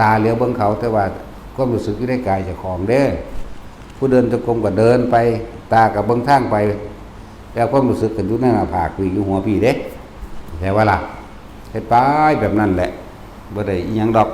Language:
Northeastern Thai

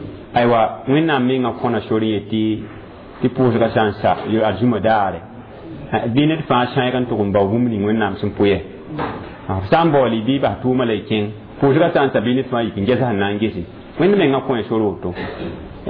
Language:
Mossi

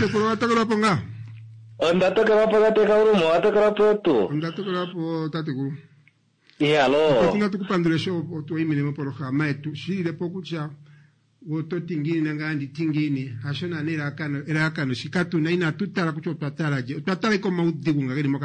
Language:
Kuanyama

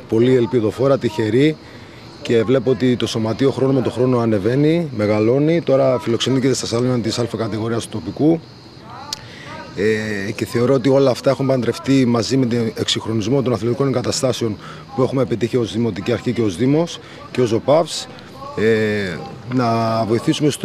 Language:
Greek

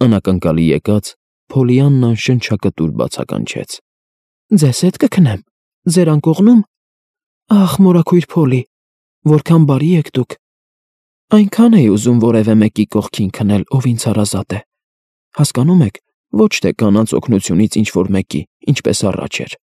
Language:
Armenian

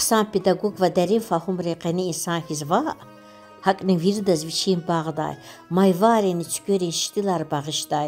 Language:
Lezghian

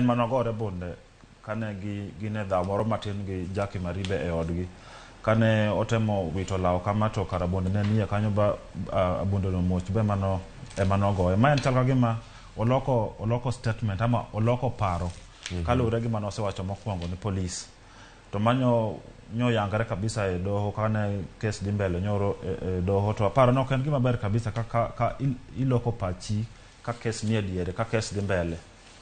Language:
Luo (Kenya and Tanzania)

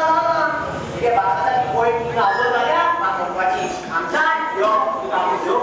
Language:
Konkani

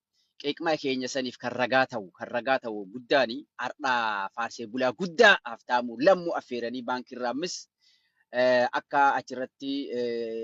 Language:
Oromo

